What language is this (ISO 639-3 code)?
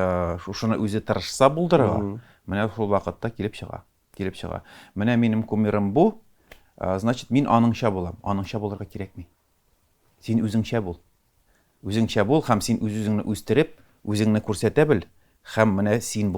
tat